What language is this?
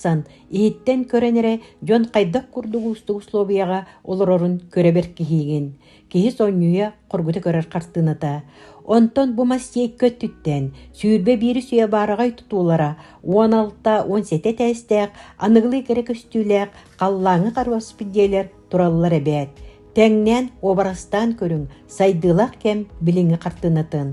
Yakut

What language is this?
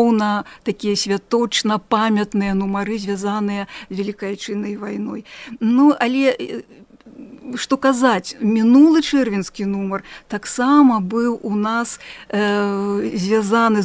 Belarusian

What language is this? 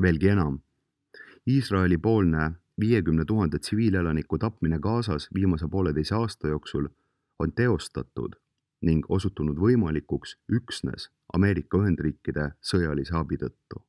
Estonian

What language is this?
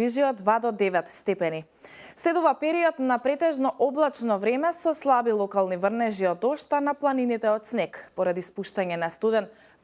Macedonian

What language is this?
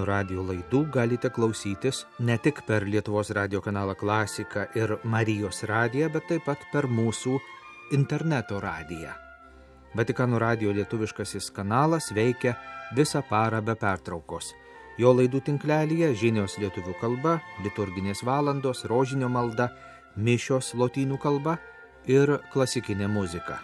Lithuanian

